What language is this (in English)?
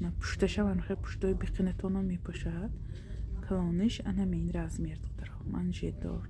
Tajik